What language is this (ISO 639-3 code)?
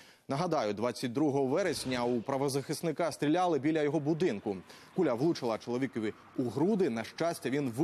ukr